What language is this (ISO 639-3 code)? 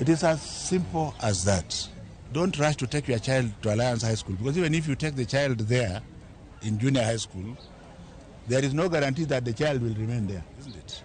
luo